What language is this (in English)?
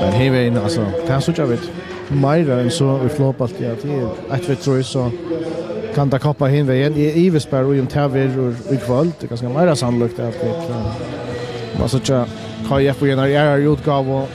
Faroese